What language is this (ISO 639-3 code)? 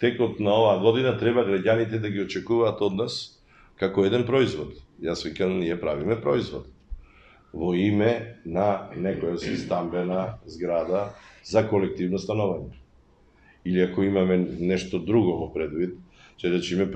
mkd